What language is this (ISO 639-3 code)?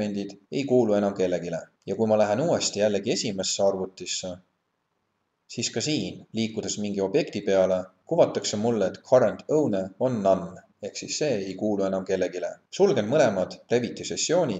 est